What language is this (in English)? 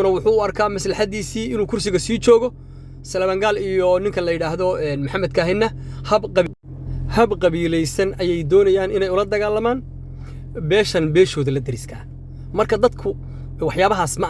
Somali